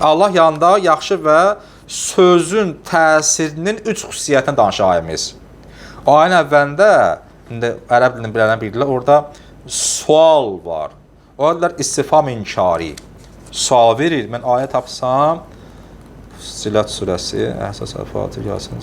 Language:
Azerbaijani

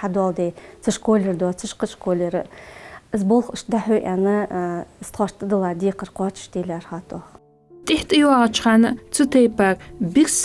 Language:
Ingush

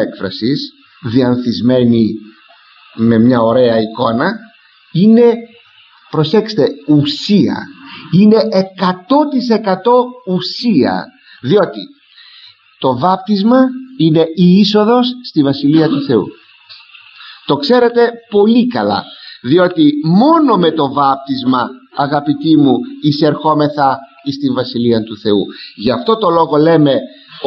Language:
Greek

